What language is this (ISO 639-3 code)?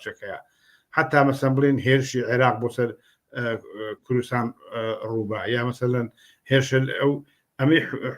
ckb